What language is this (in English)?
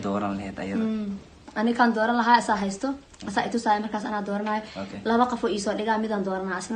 Somali